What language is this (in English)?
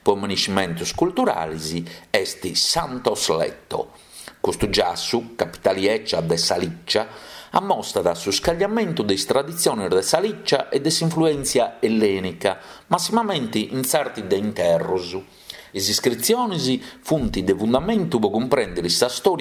Sardinian